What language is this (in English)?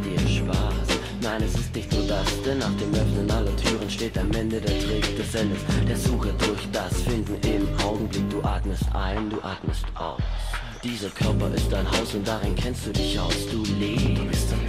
German